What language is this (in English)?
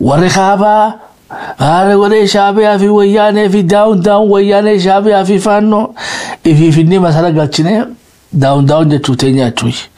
Oromo